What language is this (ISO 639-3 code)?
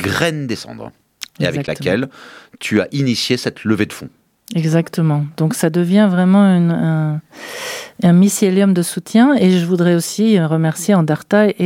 fra